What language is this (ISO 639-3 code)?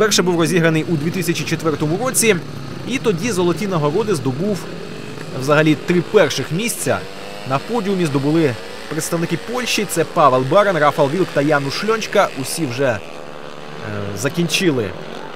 ukr